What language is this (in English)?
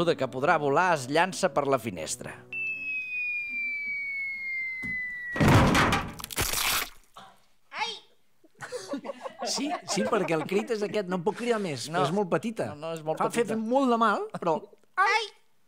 Catalan